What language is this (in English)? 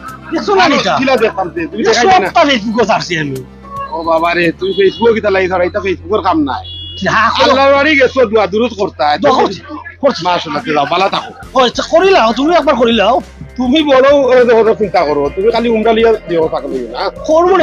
Sylheti